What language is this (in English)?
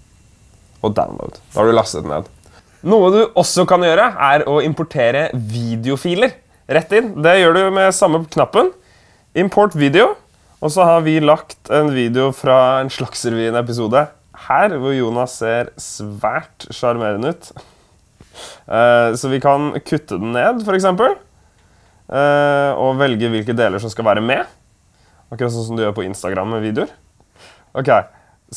Norwegian